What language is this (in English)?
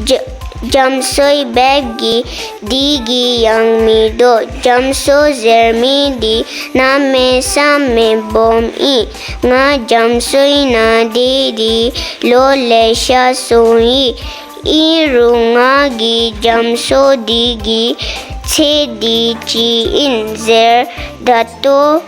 Dzongkha